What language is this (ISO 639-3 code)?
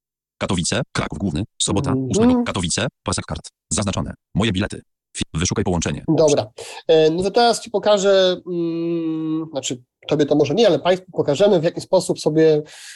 pol